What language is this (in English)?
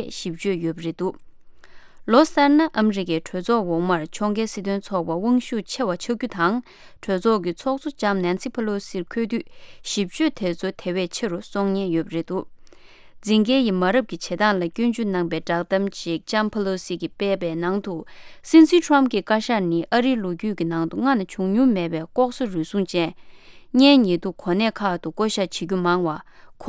Tibetan